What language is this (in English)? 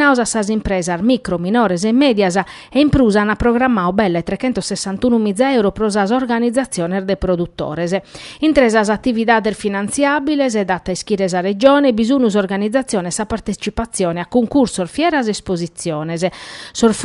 Sardinian